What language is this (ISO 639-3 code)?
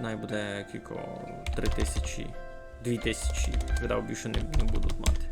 rue